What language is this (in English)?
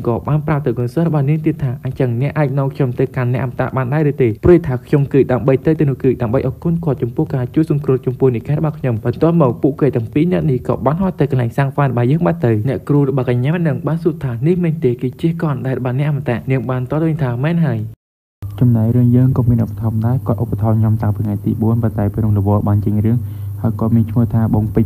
Khmer